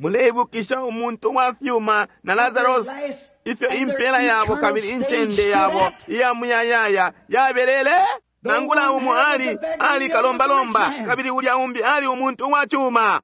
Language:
Bemba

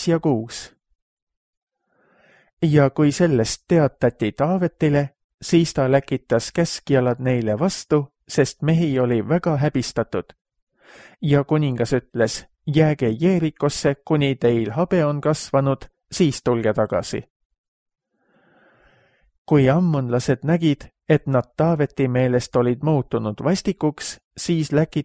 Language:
Estonian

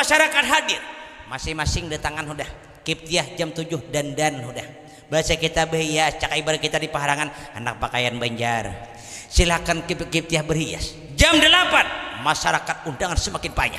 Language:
Banjar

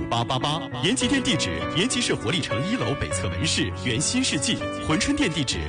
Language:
Chinese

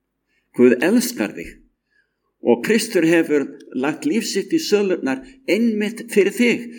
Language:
Icelandic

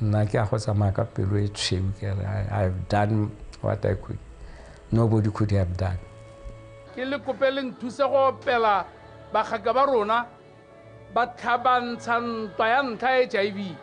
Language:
Tswana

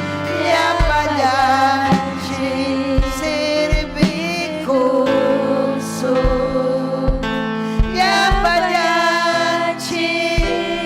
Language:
Ayacucho Quechua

